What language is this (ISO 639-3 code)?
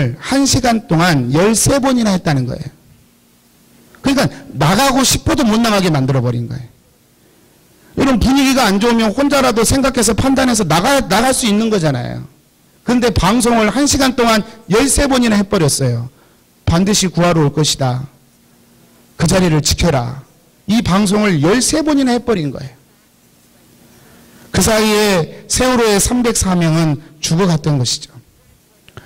kor